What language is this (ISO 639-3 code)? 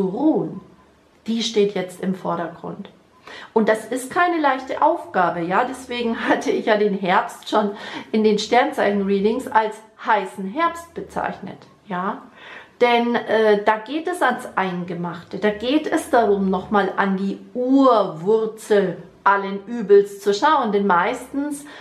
deu